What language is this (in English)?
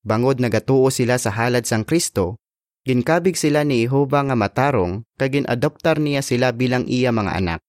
Hiligaynon